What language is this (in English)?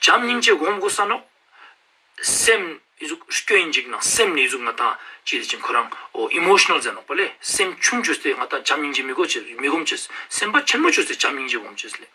Ladakhi